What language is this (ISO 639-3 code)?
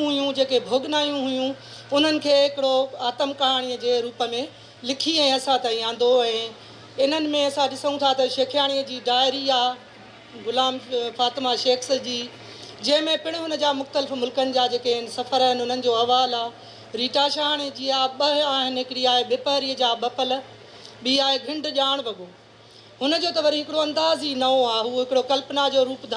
snd